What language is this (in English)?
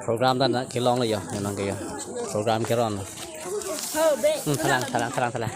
Karbi